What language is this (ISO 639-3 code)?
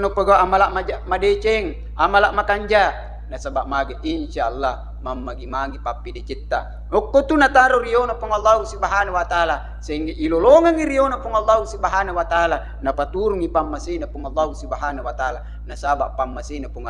bug